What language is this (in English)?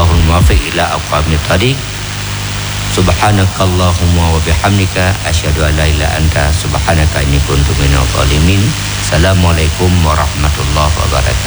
Indonesian